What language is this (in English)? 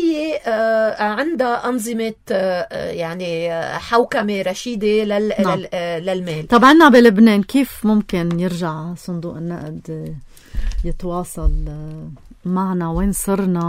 North Levantine Arabic